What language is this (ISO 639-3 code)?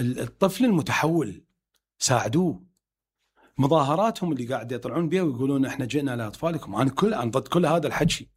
acm